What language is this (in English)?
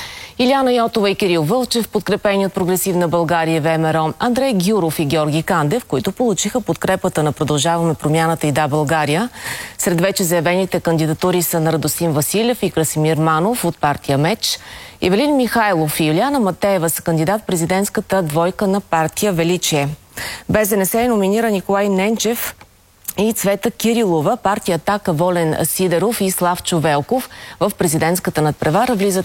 Bulgarian